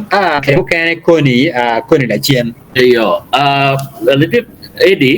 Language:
Acoli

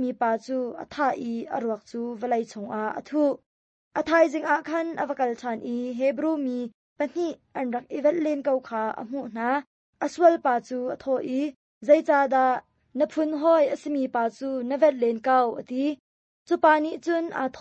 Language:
Hakha Chin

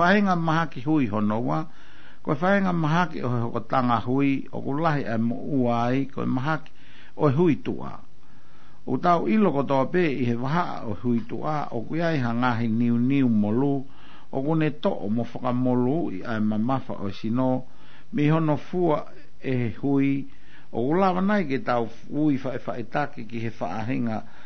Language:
Tongan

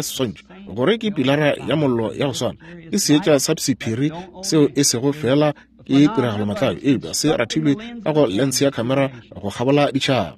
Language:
Northern Sotho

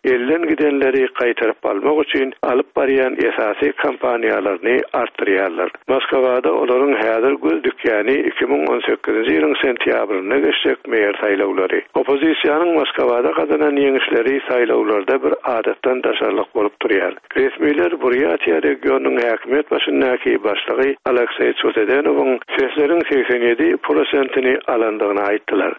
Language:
Turkmen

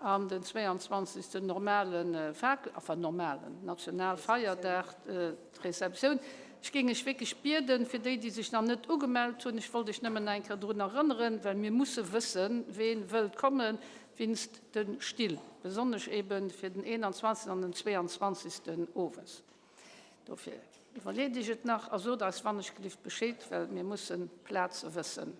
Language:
Luxembourgish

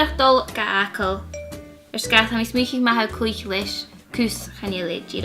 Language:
Scottish Gaelic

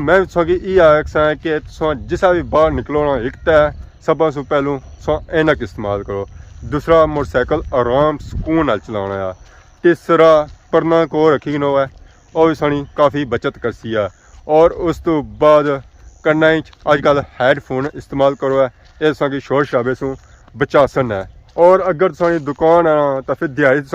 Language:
Pahari-Potwari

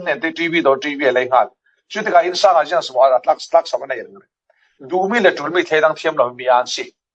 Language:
Falam Chin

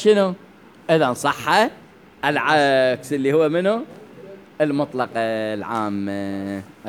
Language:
Mesopotamian Arabic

